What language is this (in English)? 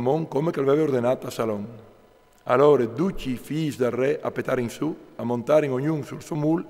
Friulian